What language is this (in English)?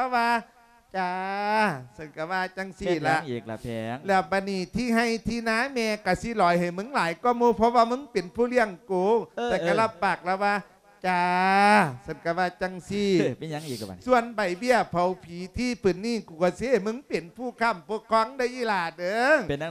Lao